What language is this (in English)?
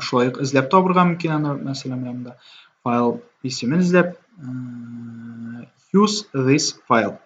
Tatar